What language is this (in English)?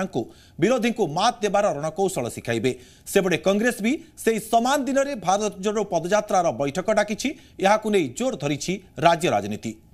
Odia